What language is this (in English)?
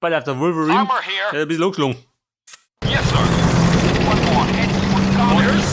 Bavarian